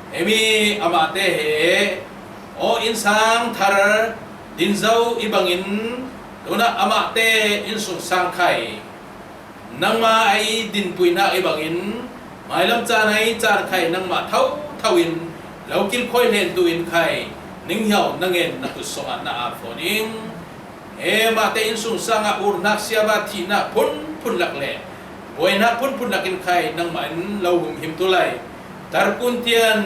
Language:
Falam Chin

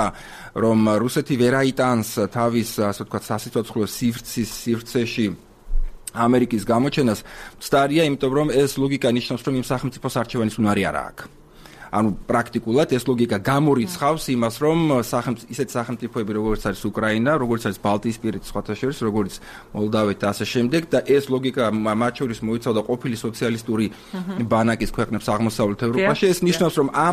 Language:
Georgian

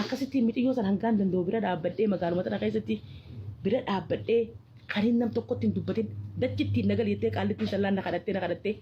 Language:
Oromo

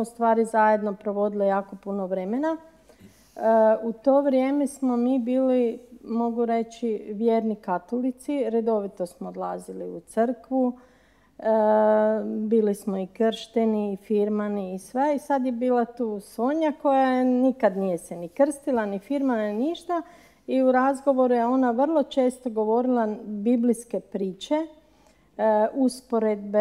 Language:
Croatian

